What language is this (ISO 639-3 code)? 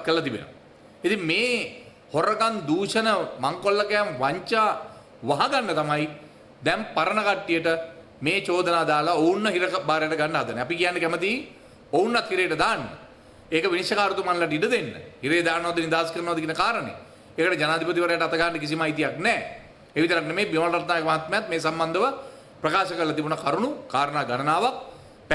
sin